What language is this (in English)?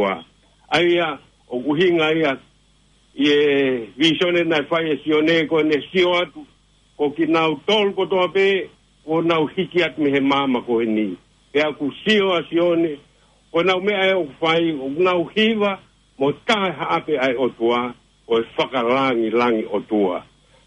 Tongan